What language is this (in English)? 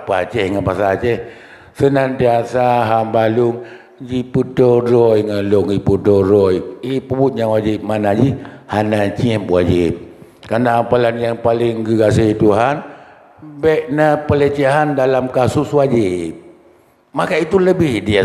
Achinese